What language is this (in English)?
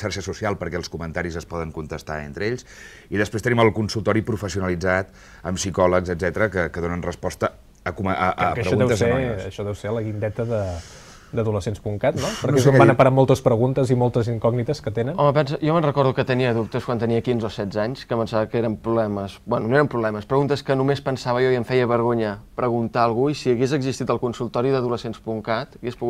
Catalan